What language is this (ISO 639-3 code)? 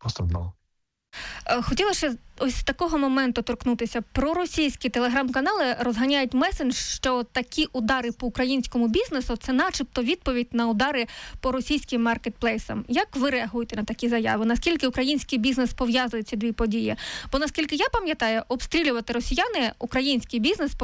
ukr